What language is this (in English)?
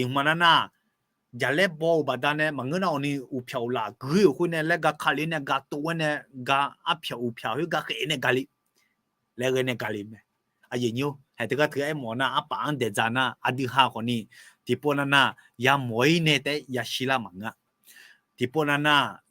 Akha